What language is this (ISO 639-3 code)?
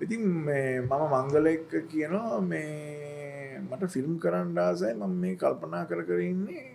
sin